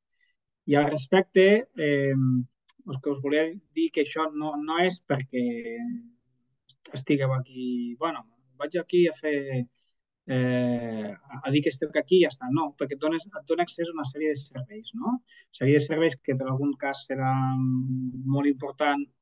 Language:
Catalan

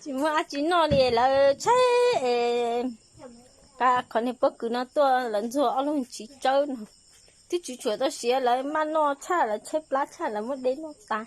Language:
Hmong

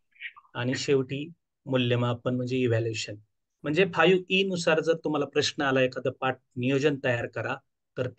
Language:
Marathi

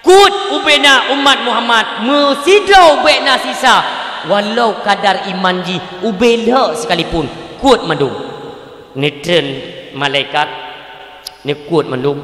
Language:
Achinese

